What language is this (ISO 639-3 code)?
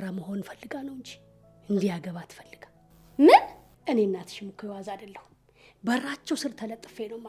amh